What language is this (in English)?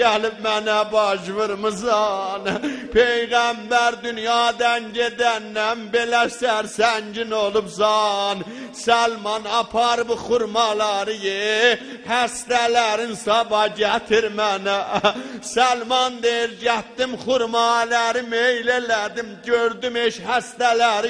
South Azerbaijani